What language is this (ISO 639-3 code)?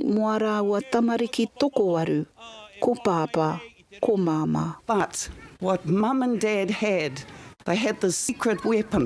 mri